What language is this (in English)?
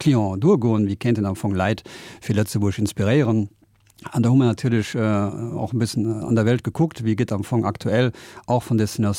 Luxembourgish